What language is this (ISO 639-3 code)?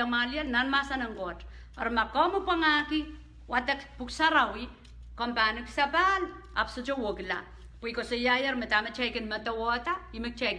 pon